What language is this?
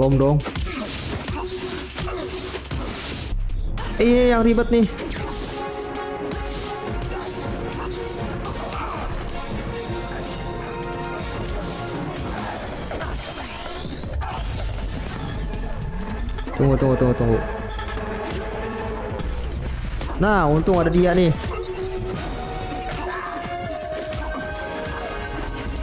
Indonesian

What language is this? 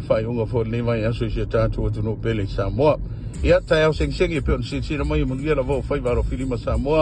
Samoan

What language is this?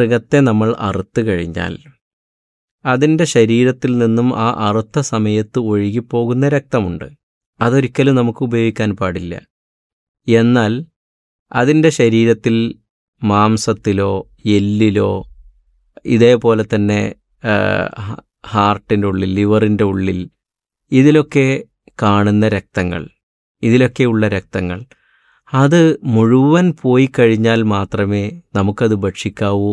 Malayalam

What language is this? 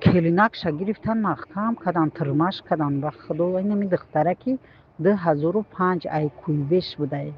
Tajik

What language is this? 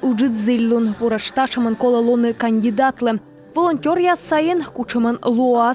Komi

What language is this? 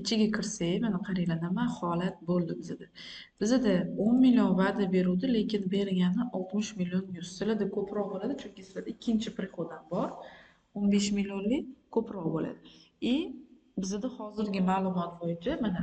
Uzbek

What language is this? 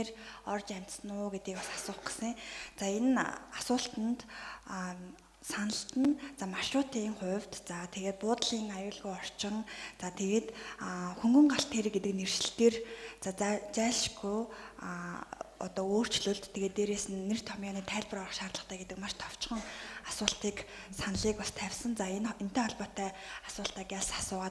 Mongolian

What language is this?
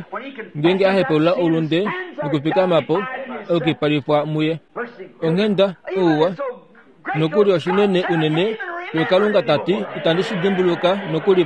Kuanyama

